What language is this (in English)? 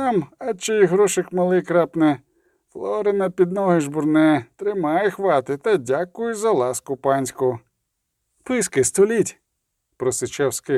Ukrainian